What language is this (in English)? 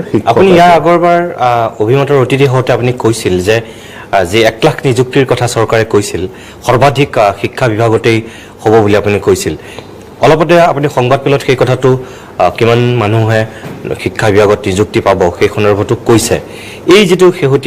Assamese